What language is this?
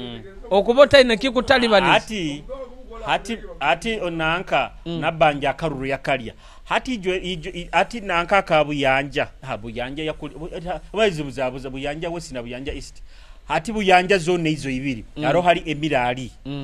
Nyoro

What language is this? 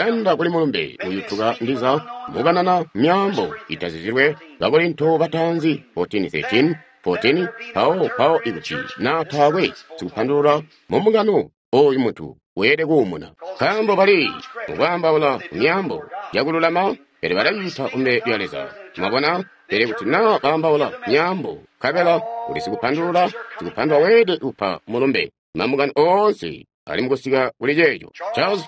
Tonga (Zambia)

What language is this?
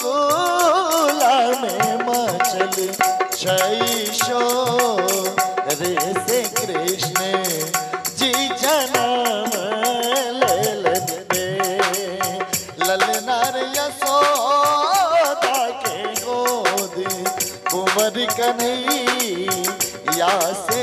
Bhojpuri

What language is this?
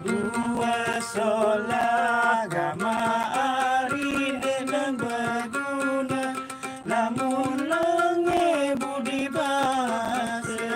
Sasak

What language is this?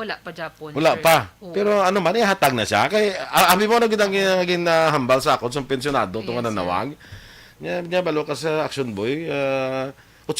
Hiligaynon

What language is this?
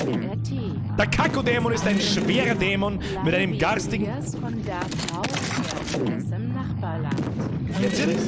Bavarian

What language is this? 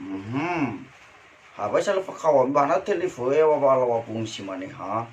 Nias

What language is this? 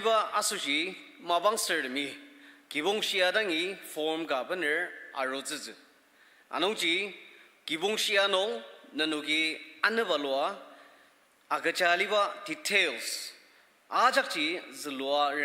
Ao Naga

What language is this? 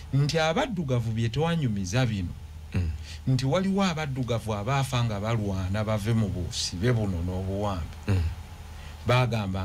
Ganda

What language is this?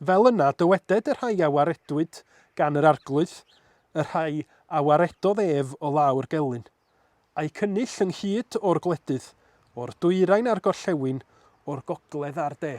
Welsh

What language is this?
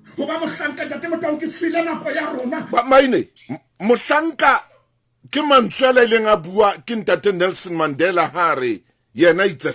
Southern Sotho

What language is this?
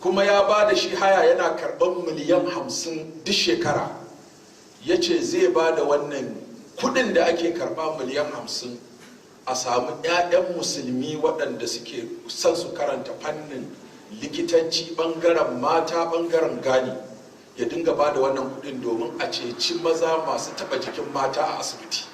Hausa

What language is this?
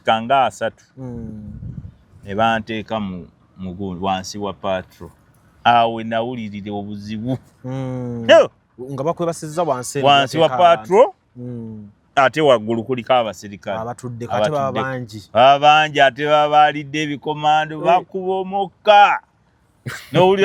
Ganda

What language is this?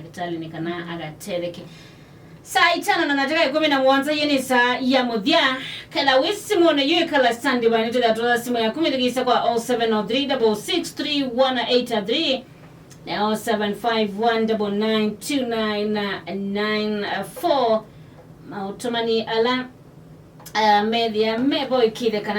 Kamba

